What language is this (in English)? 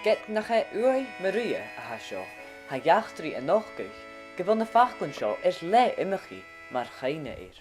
Scottish Gaelic